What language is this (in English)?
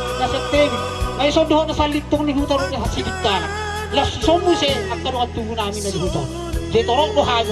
Batak Toba